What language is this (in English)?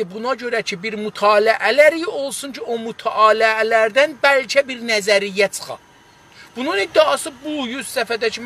South Azerbaijani